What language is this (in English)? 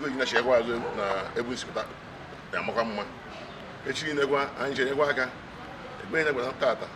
Igbo